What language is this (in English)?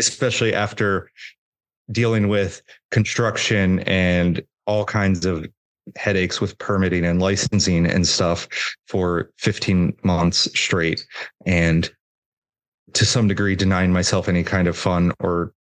English